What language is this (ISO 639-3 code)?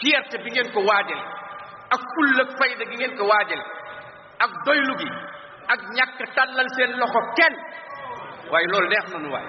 wol